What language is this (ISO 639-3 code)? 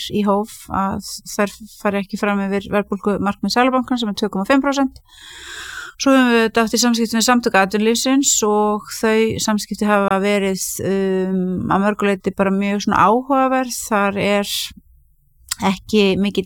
isl